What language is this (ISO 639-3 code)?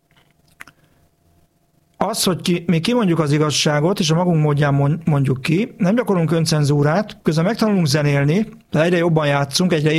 hun